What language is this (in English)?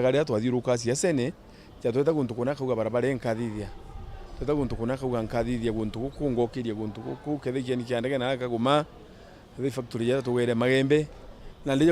Meru